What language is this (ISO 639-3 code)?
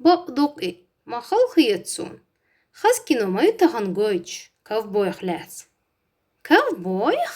che